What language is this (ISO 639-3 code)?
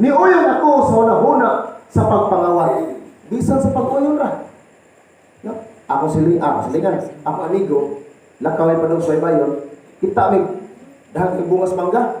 ceb